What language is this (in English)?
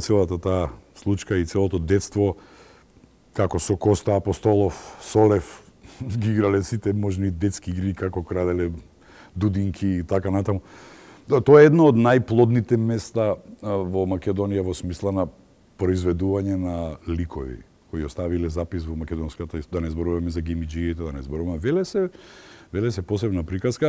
Macedonian